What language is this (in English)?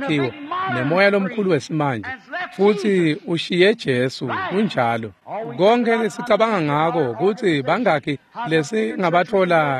Swati